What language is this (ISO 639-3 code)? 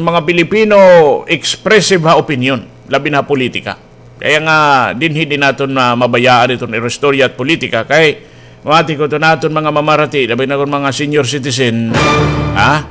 war